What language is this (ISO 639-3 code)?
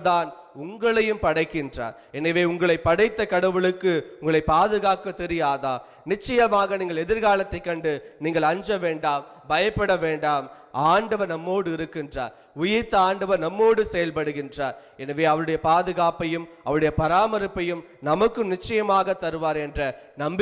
tam